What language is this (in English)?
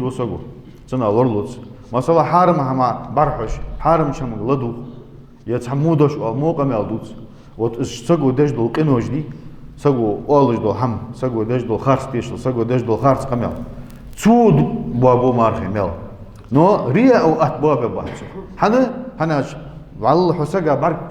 Ingush